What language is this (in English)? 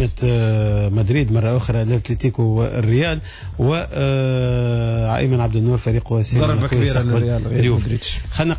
Tunisian Arabic